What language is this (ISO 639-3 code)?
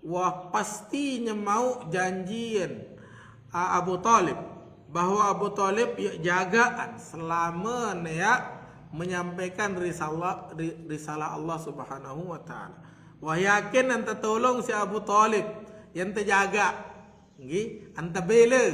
sas